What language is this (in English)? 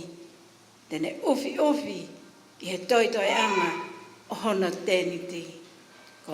Tongan